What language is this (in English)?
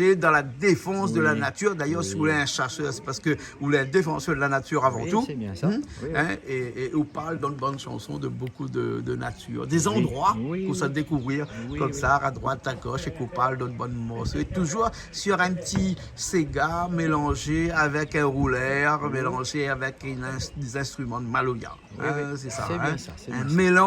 Réunion Creole French